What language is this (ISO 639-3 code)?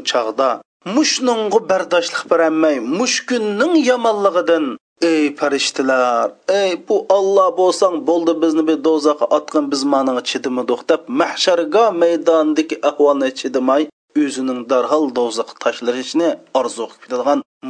uig